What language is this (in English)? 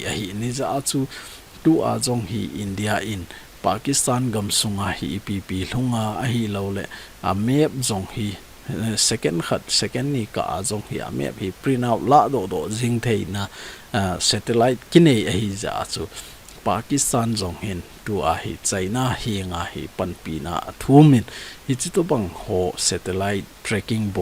Thado Chin